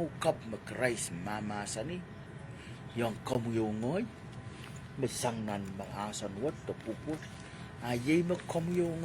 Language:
Pohnpeian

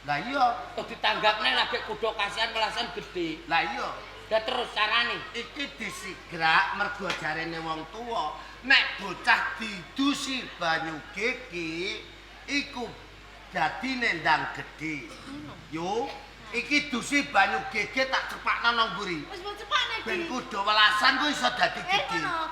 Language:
Javanese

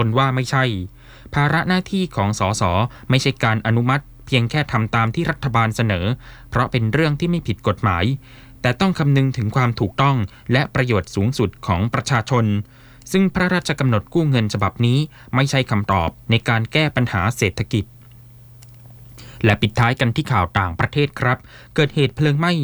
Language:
Thai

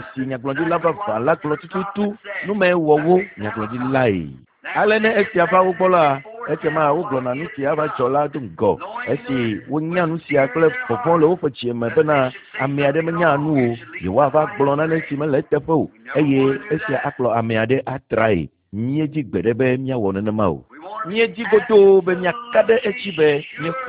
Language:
Ewe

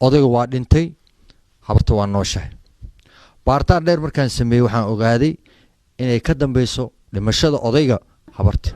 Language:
Somali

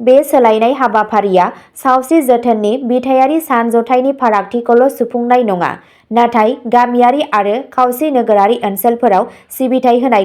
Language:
Bodo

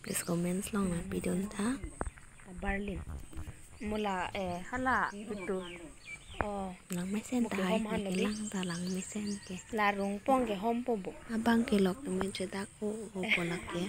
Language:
Karbi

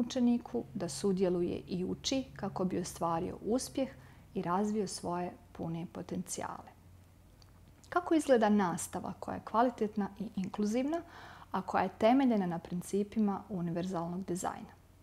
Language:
Bosnian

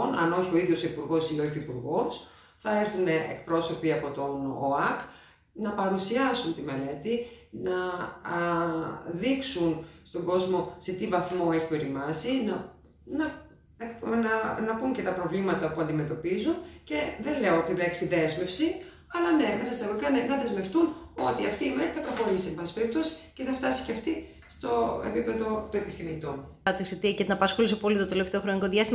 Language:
Greek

